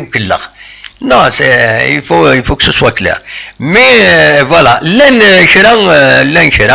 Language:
Kabyle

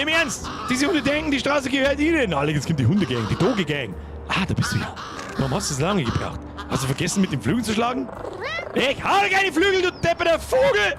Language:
Bavarian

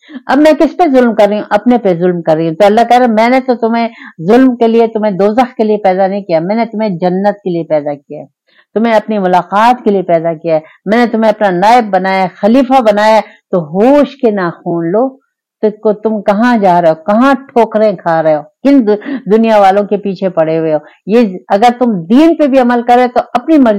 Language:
Urdu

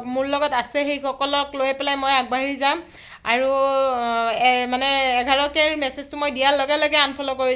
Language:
Assamese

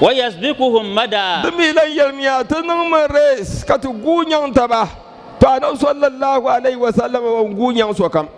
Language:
Dagbani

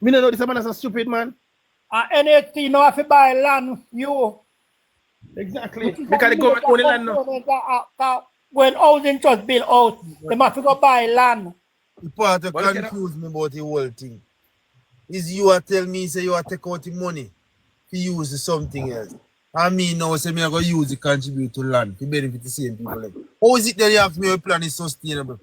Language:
Jamaican Creole English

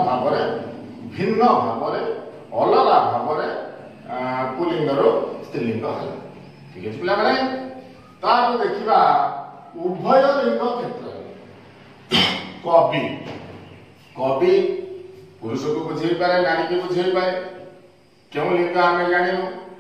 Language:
Odia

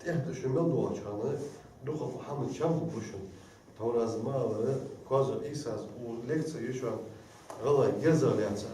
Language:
Ingush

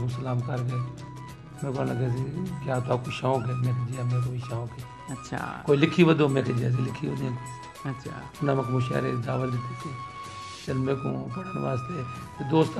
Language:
Urdu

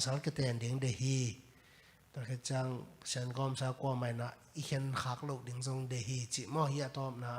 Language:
Tedim Chin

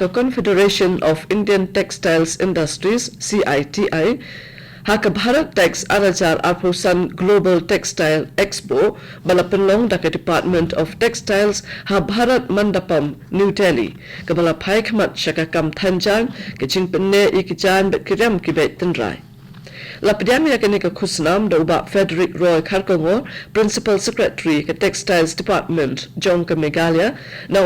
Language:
Khasi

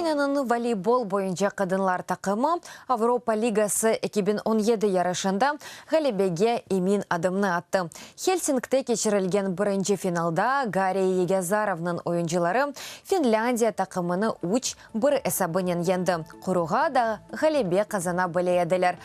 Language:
Crimean Tatar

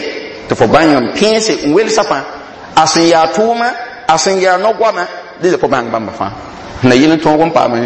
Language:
Mossi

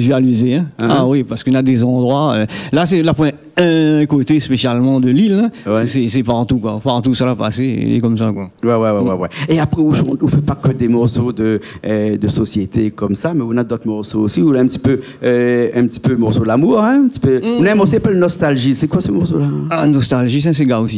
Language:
Réunion Creole French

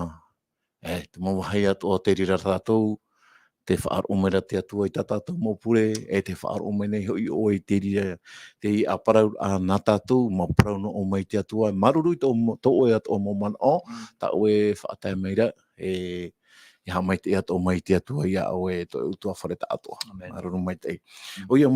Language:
Tahitian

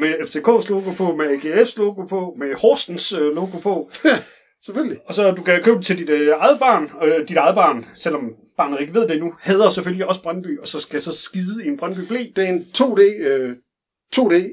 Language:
Danish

